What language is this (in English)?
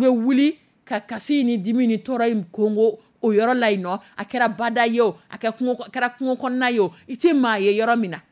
Dyula